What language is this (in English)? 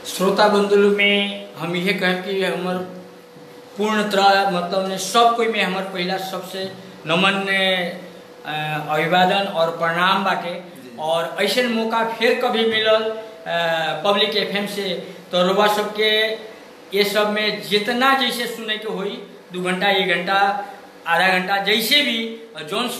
Bhojpuri